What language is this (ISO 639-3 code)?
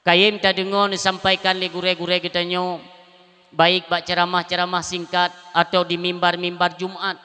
ace